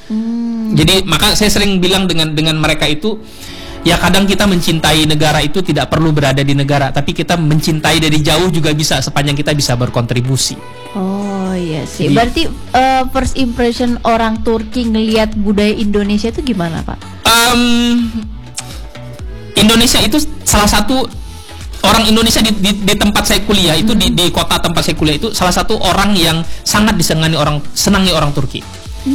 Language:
Indonesian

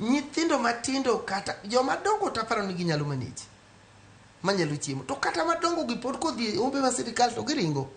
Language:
Luo (Kenya and Tanzania)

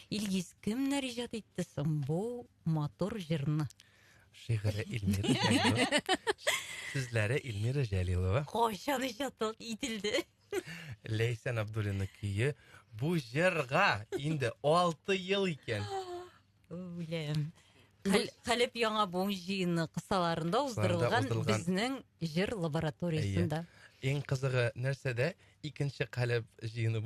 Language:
Tatar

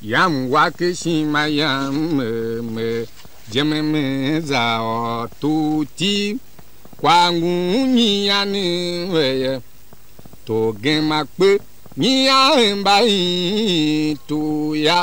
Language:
Tiv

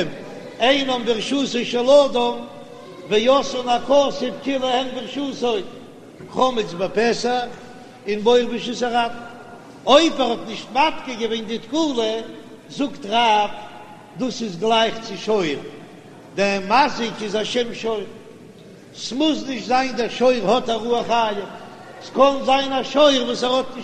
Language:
Yiddish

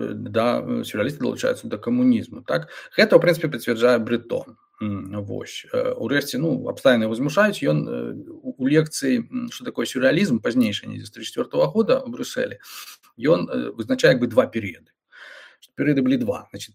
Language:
Belarusian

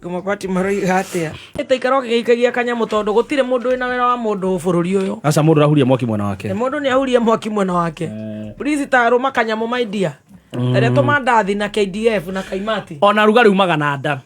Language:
Kikuyu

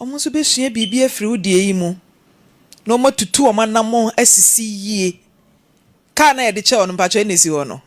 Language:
Akan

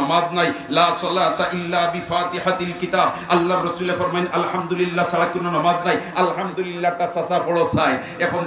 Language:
Sylheti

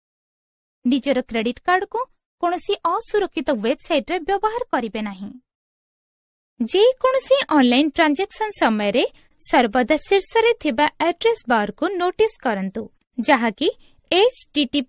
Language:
Odia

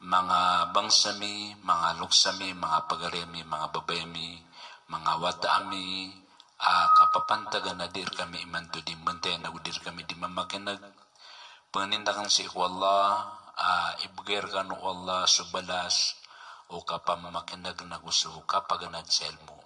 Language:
Maranao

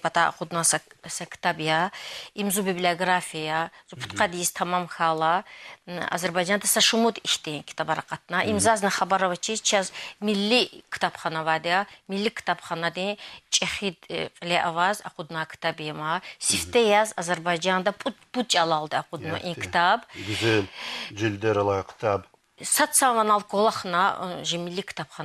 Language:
Lezghian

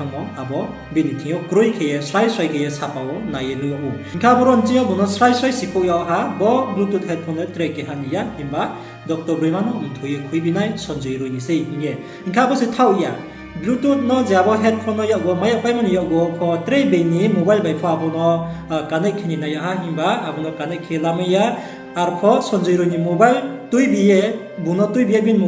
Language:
Riang (India)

